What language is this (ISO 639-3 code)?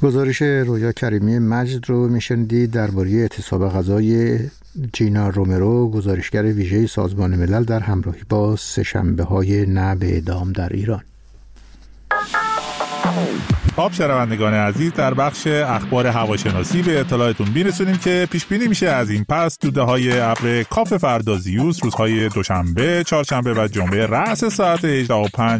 fas